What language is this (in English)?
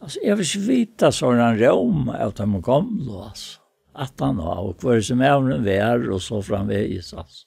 Faroese